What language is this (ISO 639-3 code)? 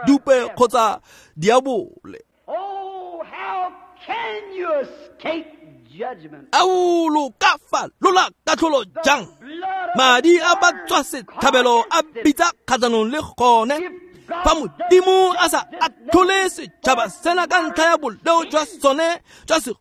tsn